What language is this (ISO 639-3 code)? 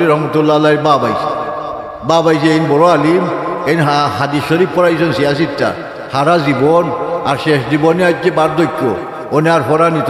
syl